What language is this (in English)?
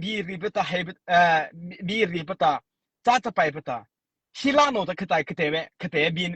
Mara Chin